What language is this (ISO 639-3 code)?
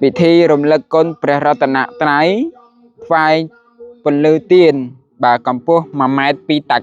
khm